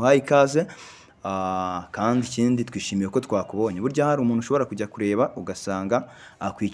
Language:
Kinyarwanda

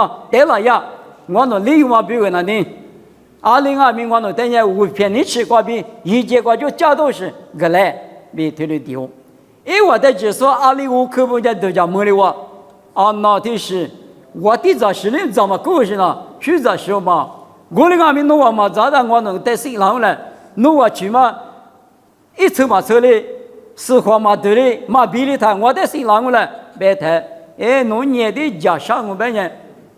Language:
Lisu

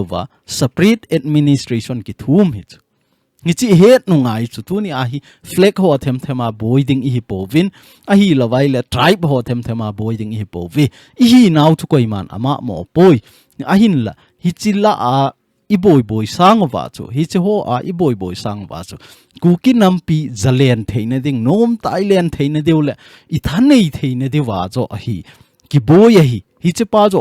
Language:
Thado Chin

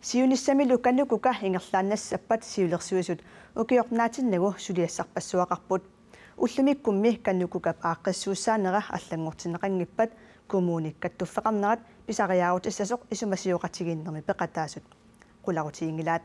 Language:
Kalaallisut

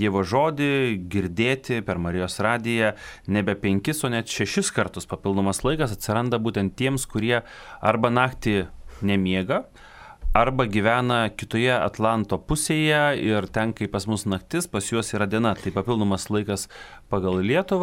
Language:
Lithuanian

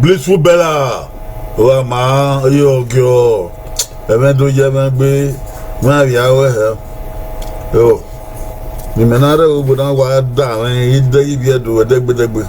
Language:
Bini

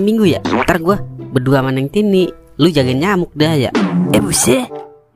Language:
Betawi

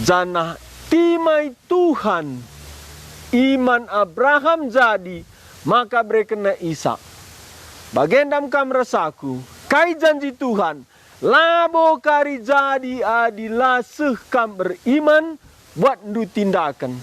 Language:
Batak Karo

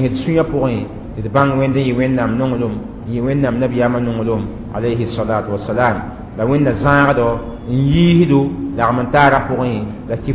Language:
Mossi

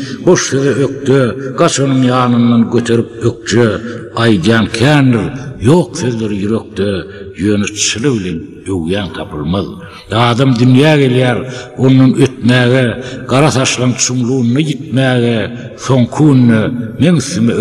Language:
Turkmen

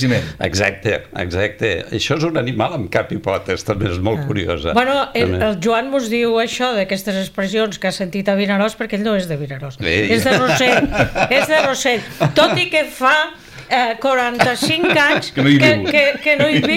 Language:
Catalan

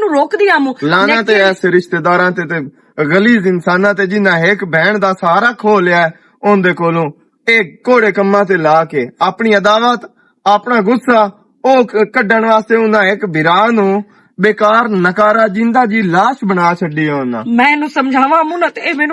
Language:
Western Panjabi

